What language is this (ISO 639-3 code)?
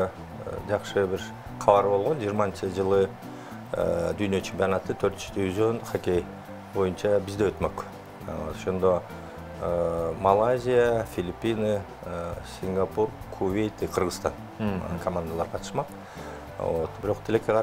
kir